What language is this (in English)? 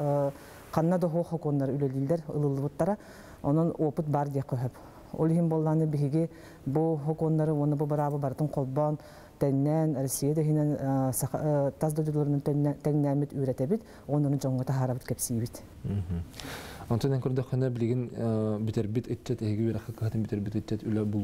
Yakut